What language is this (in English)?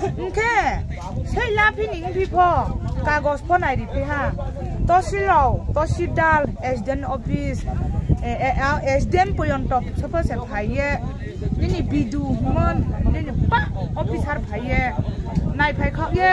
Riang (India)